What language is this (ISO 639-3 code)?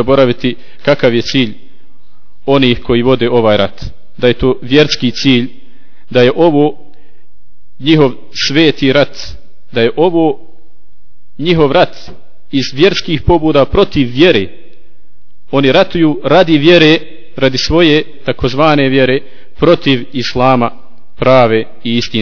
bos